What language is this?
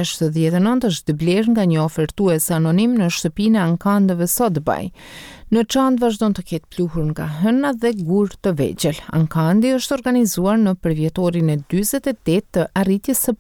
Albanian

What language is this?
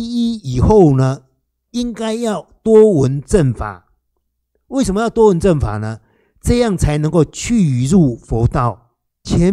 Chinese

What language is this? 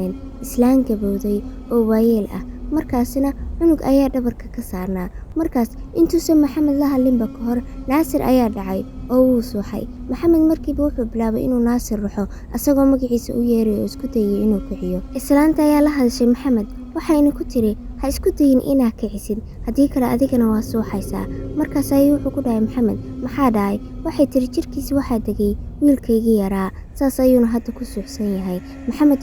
Somali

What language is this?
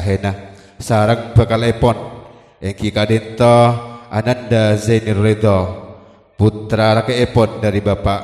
Madurese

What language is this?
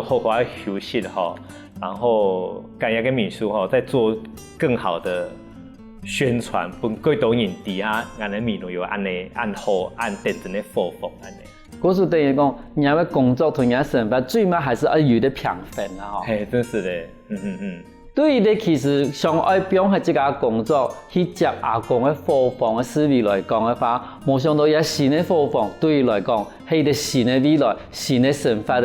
Hakka Chinese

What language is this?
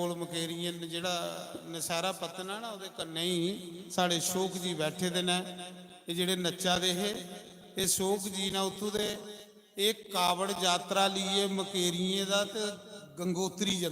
Dogri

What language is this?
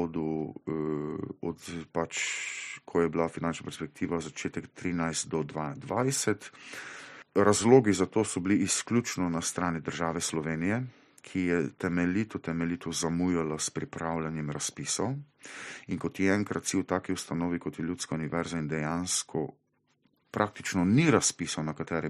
Slovenian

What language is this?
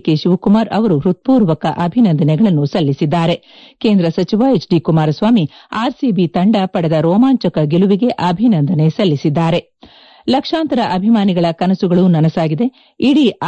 Kannada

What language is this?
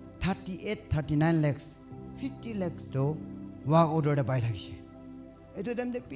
Naga Pidgin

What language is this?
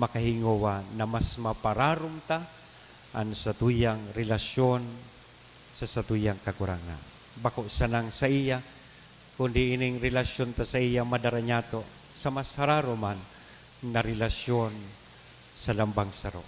Bikol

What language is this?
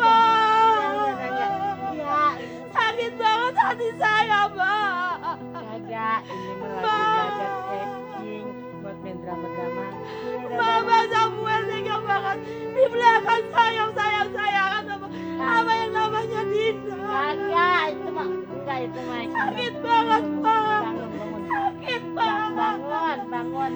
Betawi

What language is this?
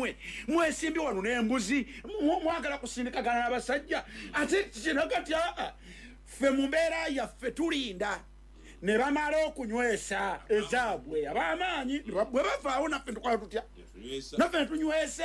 Ganda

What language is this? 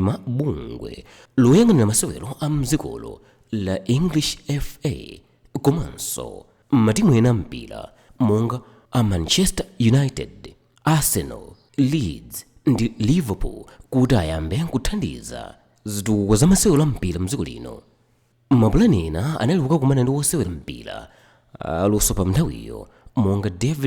Nyanja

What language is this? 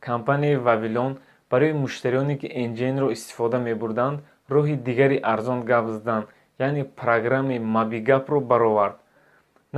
Tajik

